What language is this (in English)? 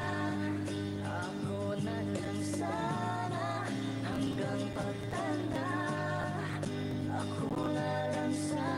Filipino